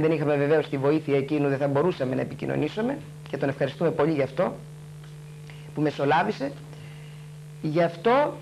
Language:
Greek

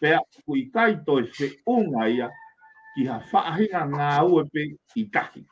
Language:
Tongan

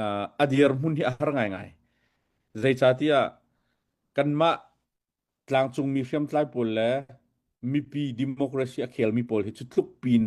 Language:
Hakha Chin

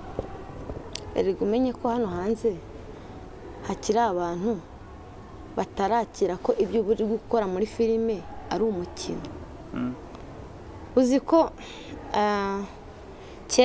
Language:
Kinyarwanda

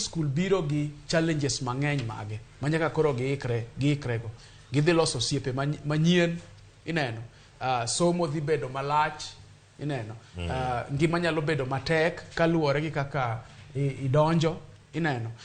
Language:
Luo (Kenya and Tanzania)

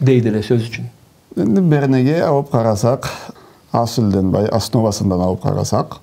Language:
Karachay-Balkar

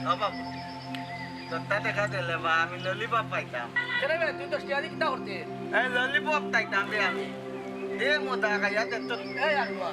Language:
Sylheti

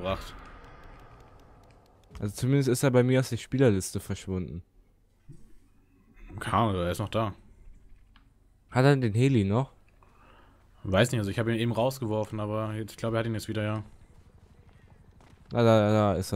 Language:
German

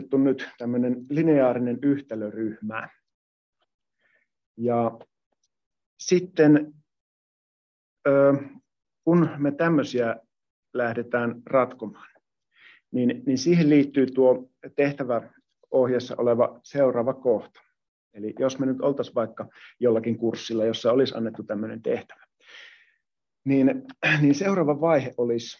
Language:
Finnish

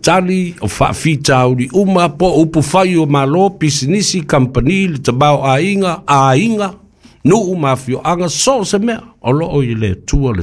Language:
Samoan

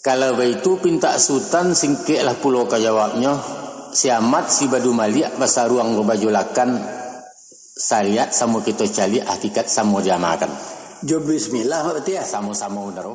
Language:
Minangkabau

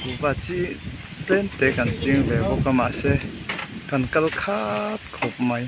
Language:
Mizo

